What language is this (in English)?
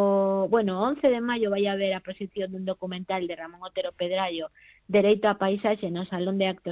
Galician